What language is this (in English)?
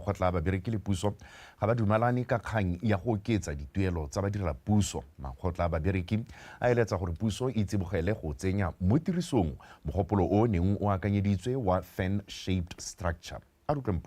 Tswana